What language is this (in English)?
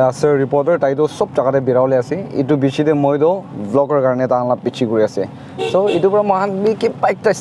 Naga Pidgin